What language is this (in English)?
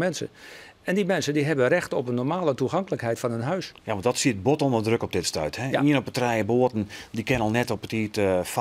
Western Frisian